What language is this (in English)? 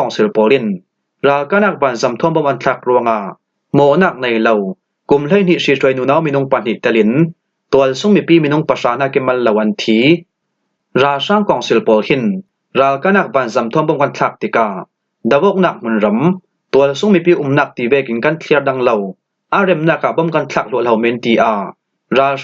Falam Chin